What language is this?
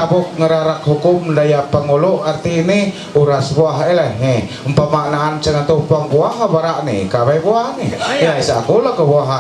Ma'anyan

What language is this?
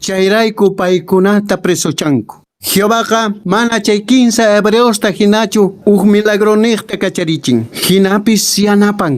Quechua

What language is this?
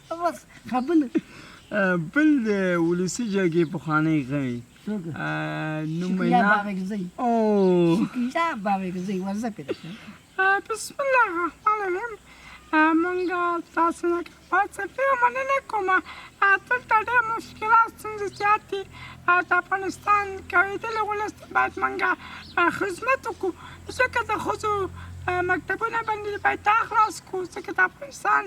Pashto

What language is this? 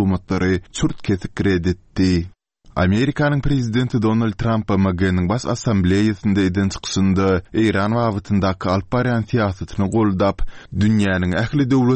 Turkmen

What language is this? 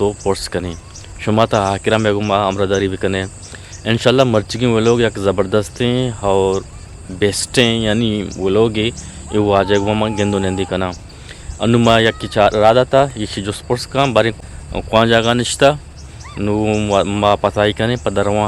Eastern Balochi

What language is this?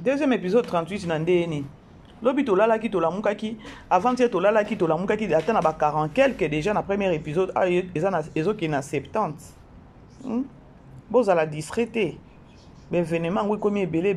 Lingala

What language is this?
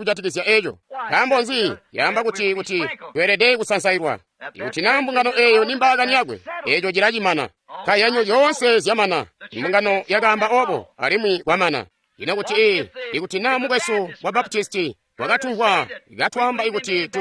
Tonga (Zambia)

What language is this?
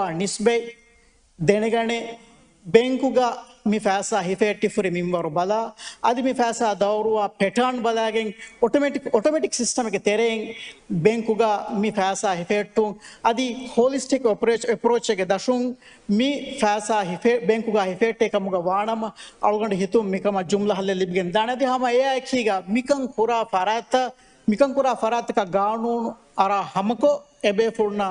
Divehi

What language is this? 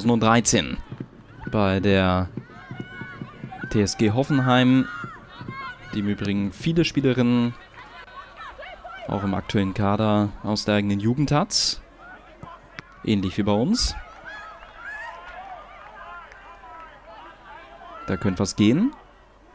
German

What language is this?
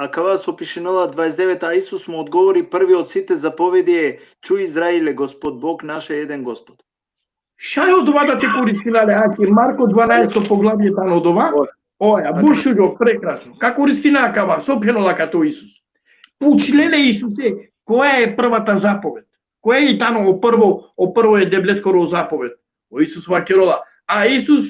Balkan Romani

